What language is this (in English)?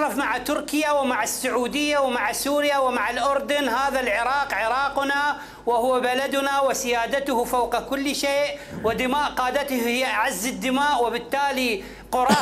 Mesopotamian Arabic